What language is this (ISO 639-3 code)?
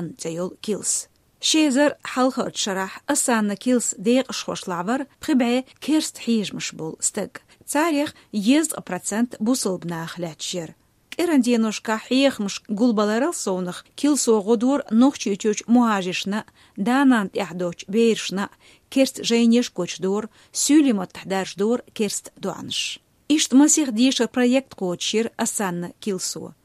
che